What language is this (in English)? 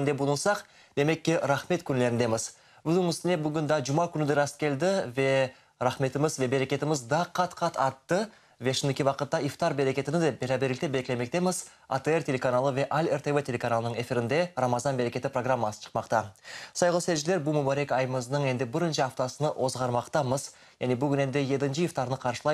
Crimean Tatar